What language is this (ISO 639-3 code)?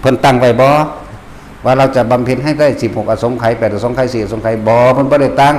tts